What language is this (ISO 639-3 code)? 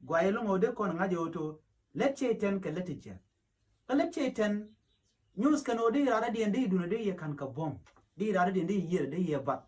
nus